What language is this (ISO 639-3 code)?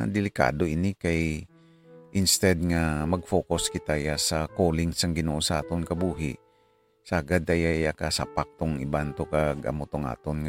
hil